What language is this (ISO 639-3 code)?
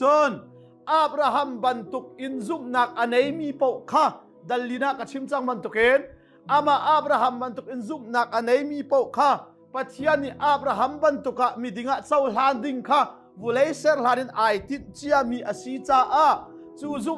cnh